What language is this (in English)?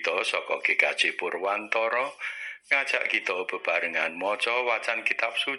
Javanese